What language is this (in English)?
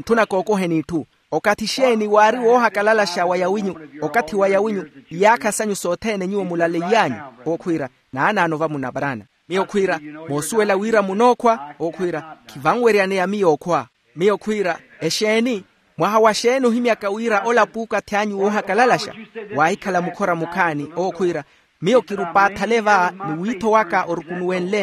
Makhuwa